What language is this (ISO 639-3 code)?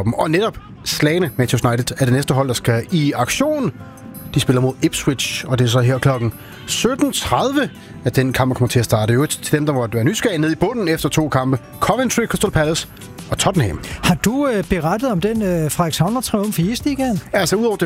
dan